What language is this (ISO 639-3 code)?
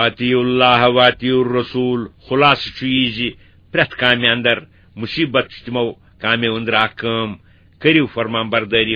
kas